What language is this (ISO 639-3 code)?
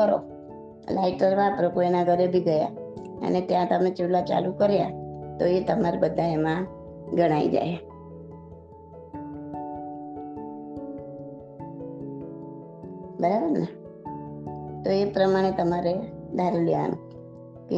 guj